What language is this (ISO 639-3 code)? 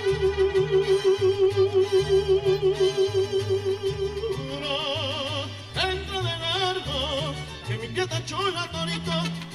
spa